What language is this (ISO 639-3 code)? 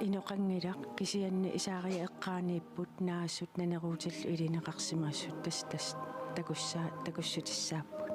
kal